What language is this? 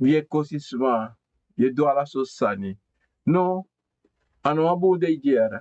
Sranan Tongo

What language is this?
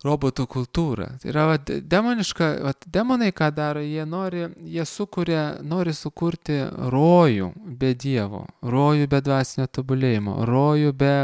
Lithuanian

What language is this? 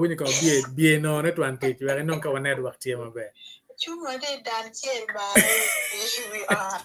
Acoli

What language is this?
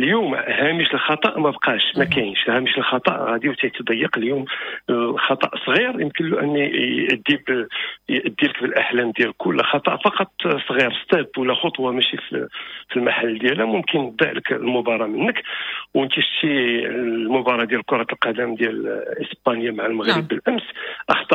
Moroccan Arabic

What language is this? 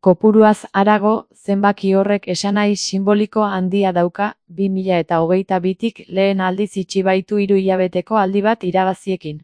Basque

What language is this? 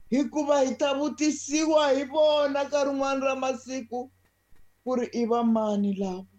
Tsonga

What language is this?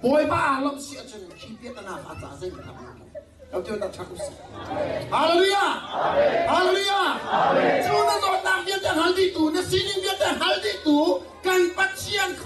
Hakha Chin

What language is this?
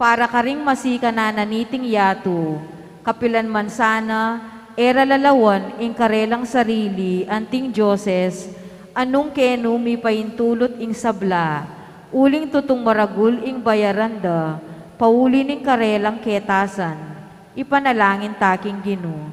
Pampanga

